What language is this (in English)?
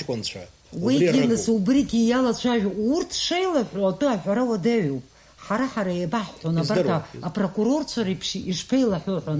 Abkhazian